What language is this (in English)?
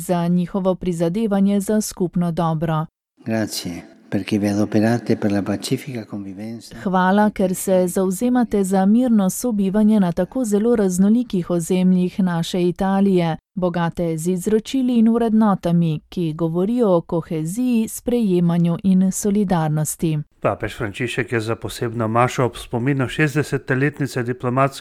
Slovenian